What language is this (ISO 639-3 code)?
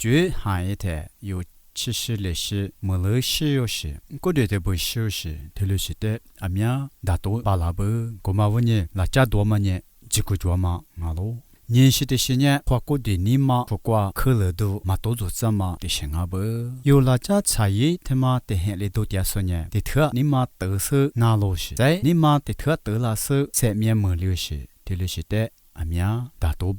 lis